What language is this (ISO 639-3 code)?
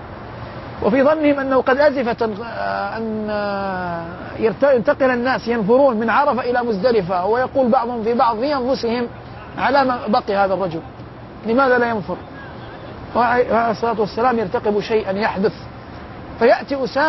ara